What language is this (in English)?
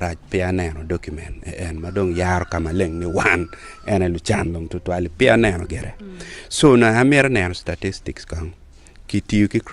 Acoli